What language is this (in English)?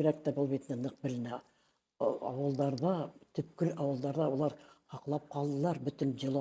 Bashkir